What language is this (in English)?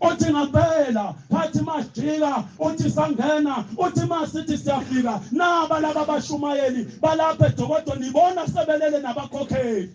Zulu